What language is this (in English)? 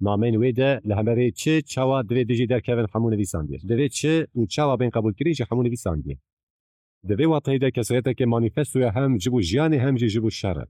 Kurdish